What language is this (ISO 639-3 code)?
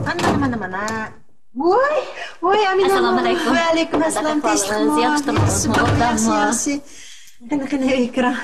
uig